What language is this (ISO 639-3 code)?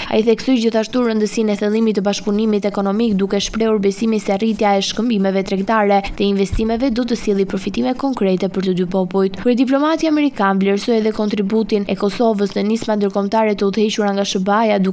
sqi